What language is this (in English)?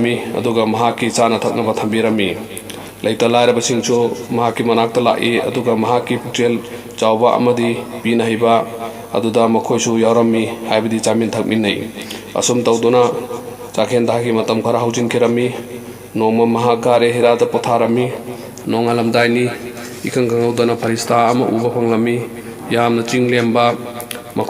Manipuri